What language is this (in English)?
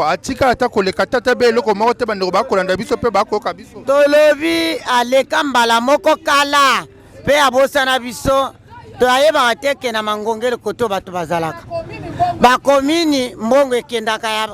Lingala